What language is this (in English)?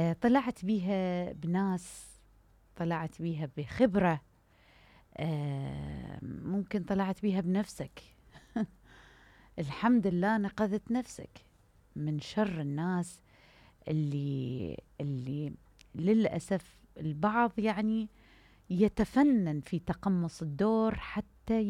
Mesopotamian Arabic